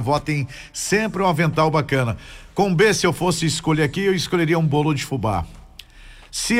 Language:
Portuguese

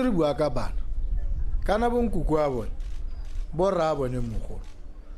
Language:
Tswana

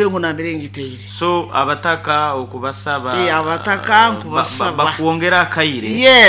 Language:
Nyoro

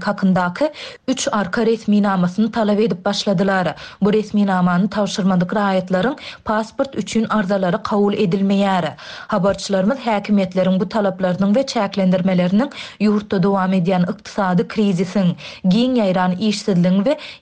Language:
Turkmen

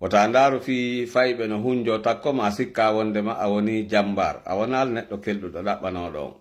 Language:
Fula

